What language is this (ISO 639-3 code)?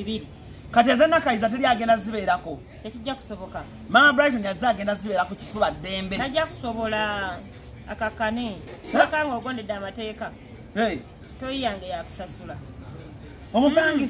lug